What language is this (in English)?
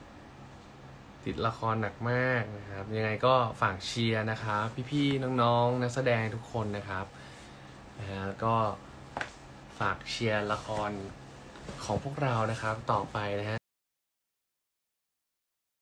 Thai